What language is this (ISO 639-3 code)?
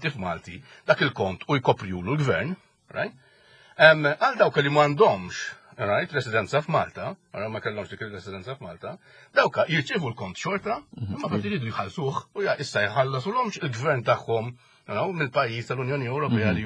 mlt